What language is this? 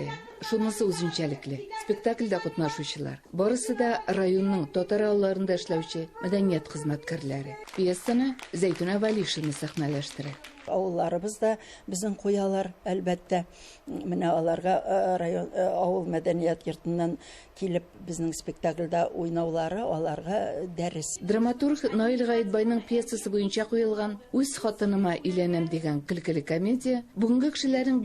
Tatar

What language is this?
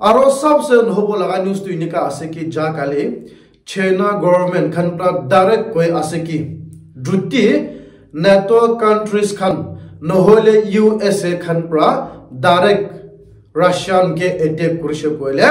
Naga Pidgin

